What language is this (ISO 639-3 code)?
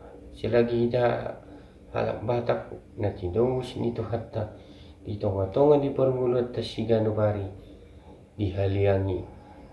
bbc